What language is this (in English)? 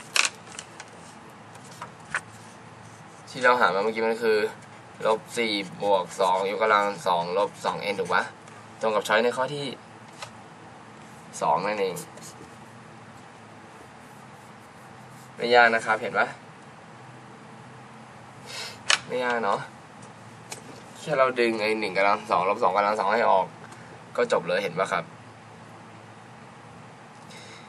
Thai